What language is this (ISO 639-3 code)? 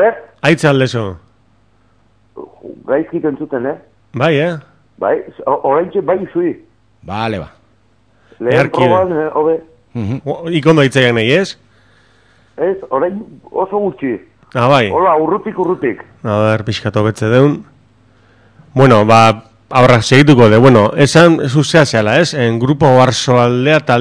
eus